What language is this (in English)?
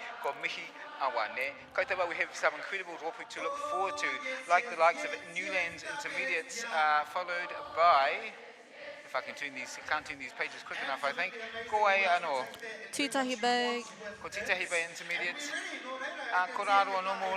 Māori